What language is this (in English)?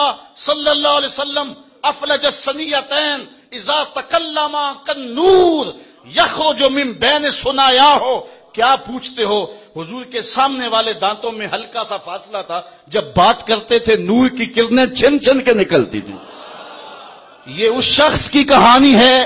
Urdu